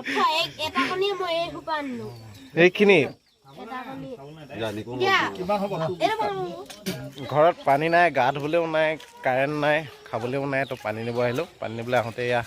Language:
Assamese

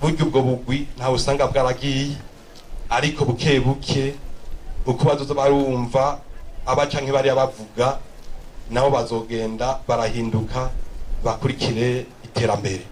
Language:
Rundi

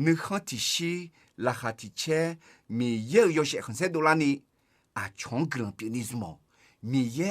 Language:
Akha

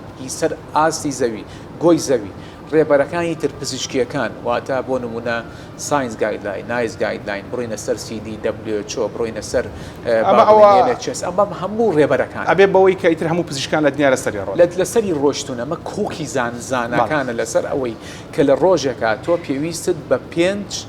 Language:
Central Kurdish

